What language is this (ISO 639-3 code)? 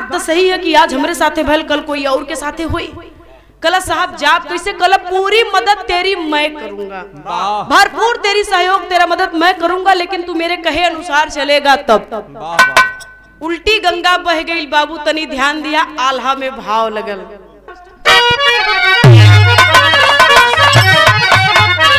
bho